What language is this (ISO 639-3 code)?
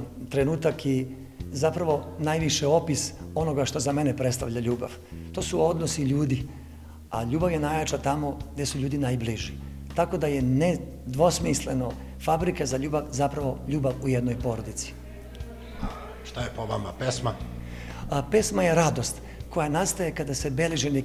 srp